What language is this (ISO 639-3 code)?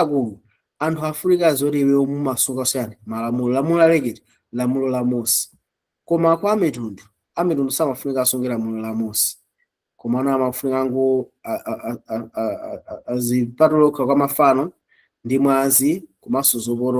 nya